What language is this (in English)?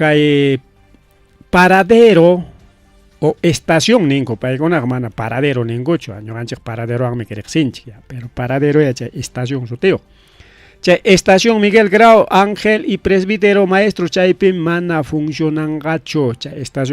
Ayacucho Quechua